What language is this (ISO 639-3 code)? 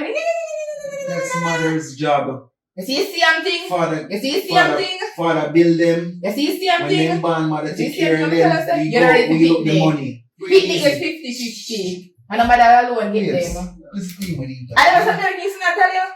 jam